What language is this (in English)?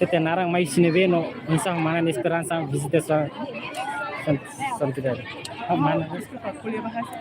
Tetum